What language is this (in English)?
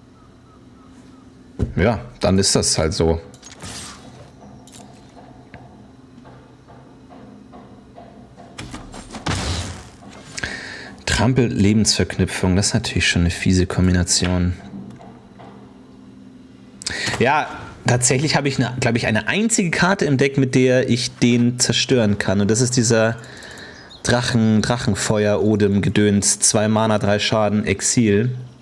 German